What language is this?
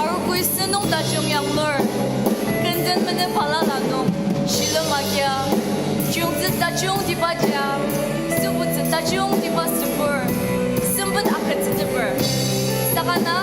Ao Naga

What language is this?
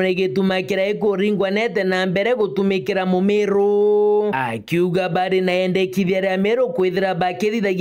Meru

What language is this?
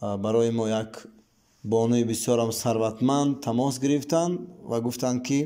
Tajik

